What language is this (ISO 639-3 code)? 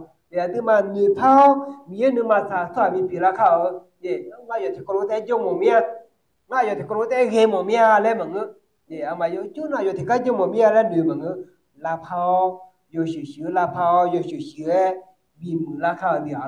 ahk